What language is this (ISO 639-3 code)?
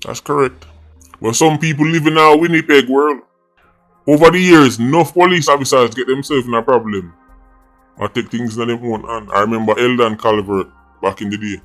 jam